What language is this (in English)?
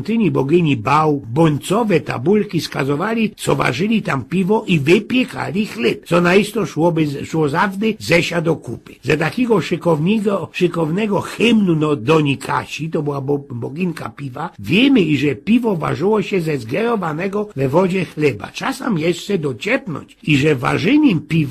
Silesian